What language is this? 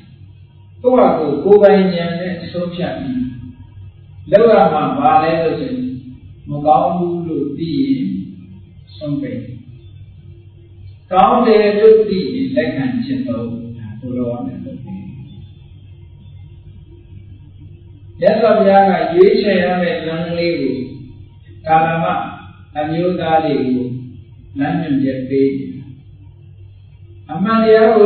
Burmese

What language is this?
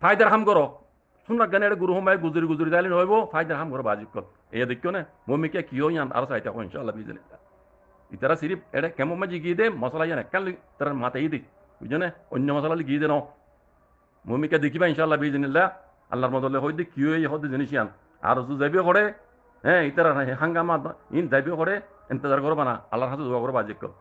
Rohingya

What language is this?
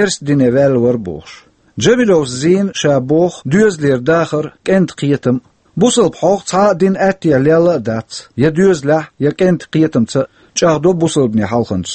Chechen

